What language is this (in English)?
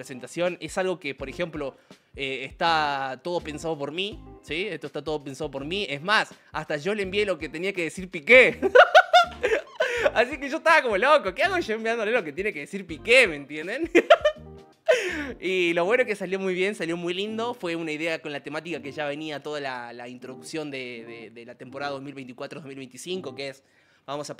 Spanish